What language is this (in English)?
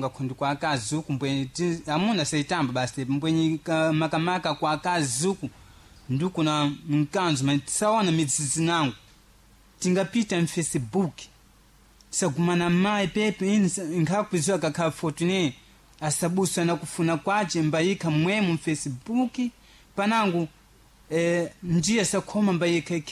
Sena